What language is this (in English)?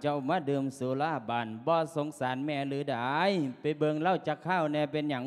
Lao